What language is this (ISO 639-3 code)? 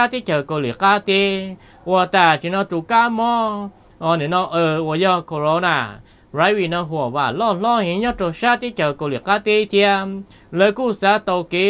vie